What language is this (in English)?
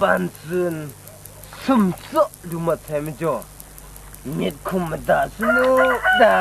Kachin